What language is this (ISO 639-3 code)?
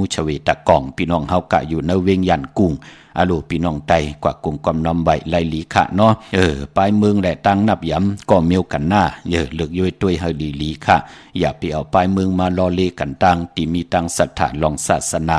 shn